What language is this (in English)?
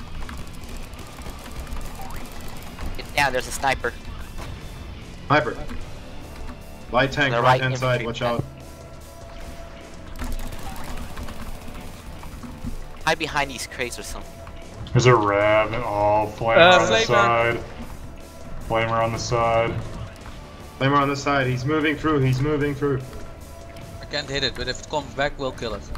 English